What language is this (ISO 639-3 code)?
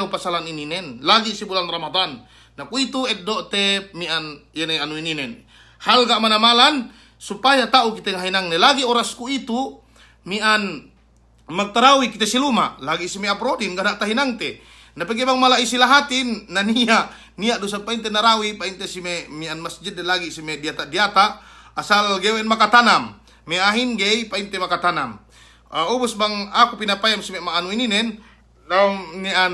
yka